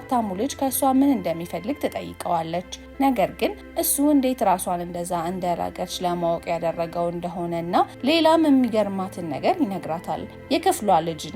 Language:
Amharic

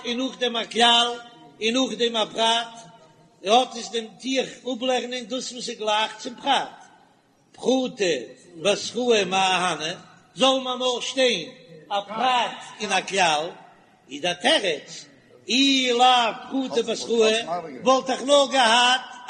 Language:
Yiddish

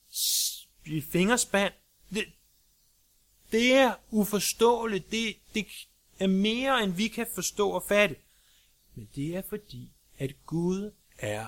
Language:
Danish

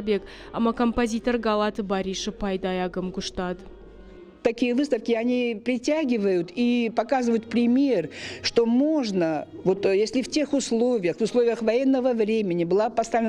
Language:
Ossetic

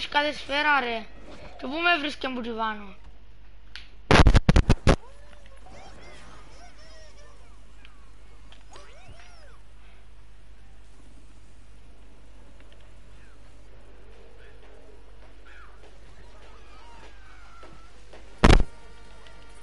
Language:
Greek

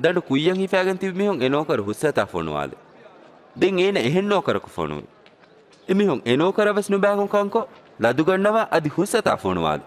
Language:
Divehi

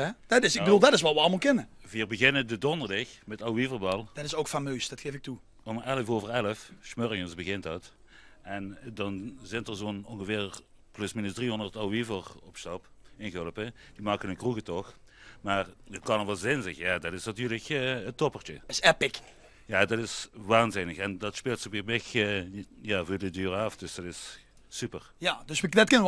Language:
Limburgish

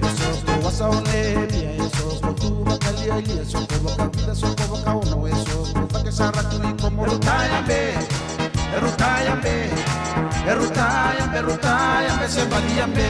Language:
Fijian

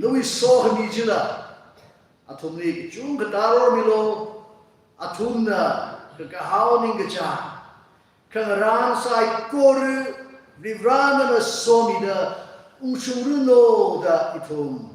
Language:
Tangkhul Naga (India)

